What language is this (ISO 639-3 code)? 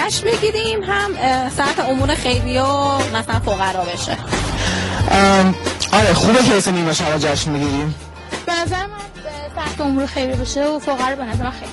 fas